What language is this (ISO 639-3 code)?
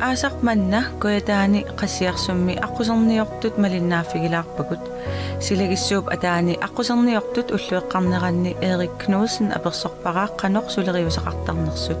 kal